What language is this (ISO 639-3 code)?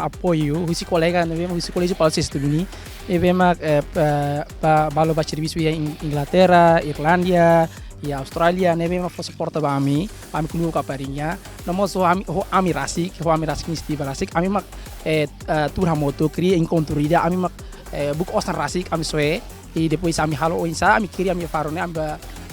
tet